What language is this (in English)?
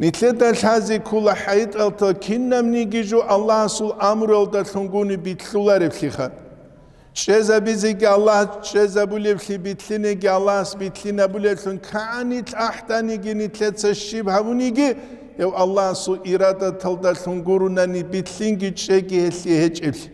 Avaric